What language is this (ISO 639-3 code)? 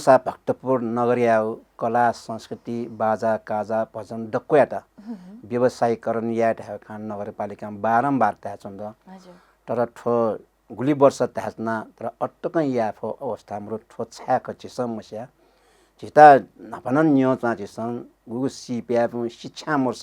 new